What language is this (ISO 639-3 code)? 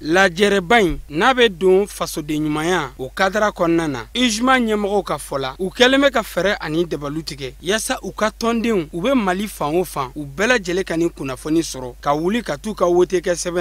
bam